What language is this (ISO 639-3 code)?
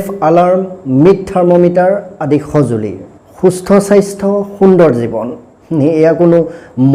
asm